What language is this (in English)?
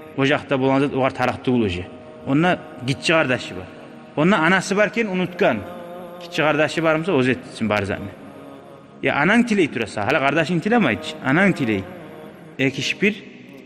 Kumyk